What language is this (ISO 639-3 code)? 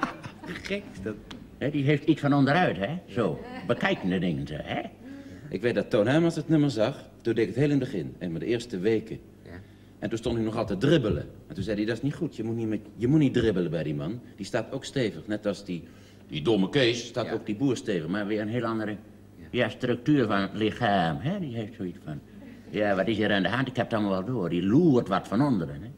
nld